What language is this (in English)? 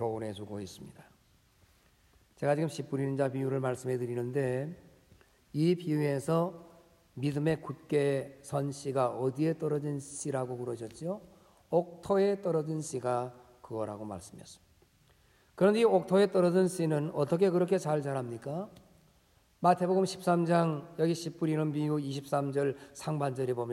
Korean